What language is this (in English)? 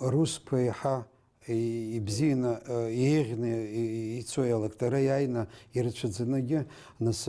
Abkhazian